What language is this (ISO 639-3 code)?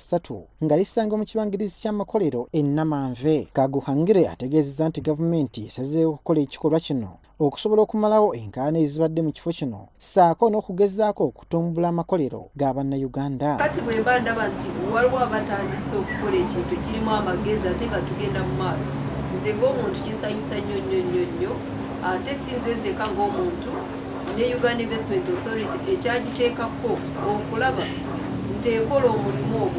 lug